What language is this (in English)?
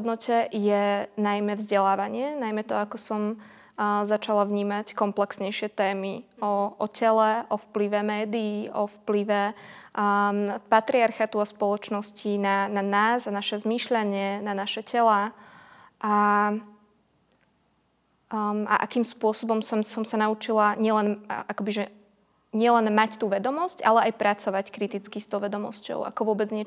Slovak